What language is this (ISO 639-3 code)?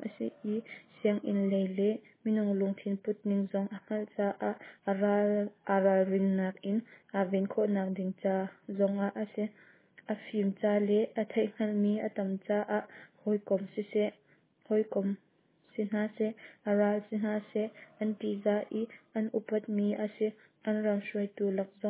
cnh